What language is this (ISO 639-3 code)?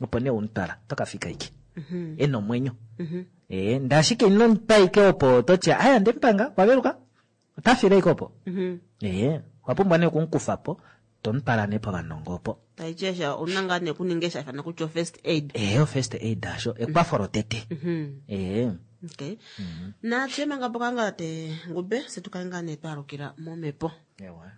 kua